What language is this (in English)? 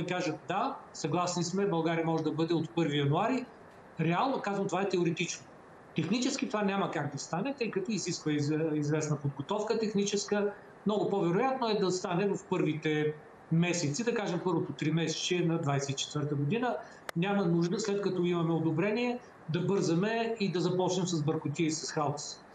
Bulgarian